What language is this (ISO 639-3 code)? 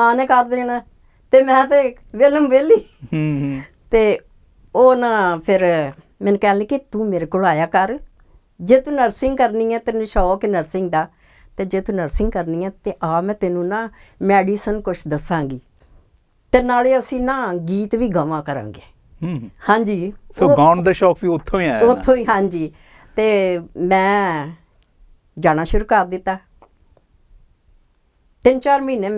pan